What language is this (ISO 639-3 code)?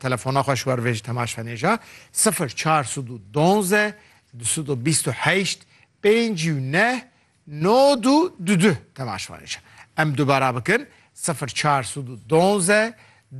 kur